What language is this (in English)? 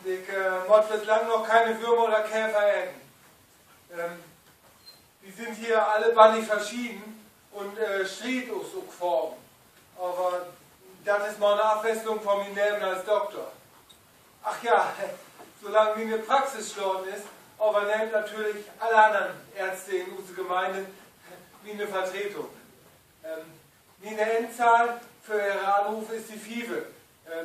Low German